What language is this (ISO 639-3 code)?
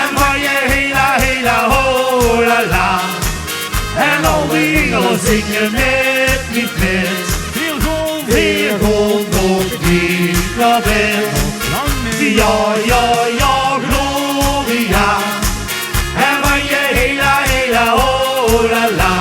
lim